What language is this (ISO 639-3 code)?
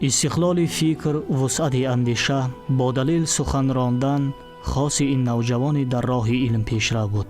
tgk